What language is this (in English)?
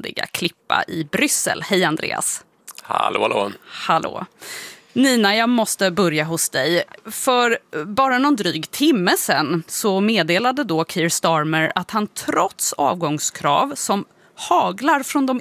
Swedish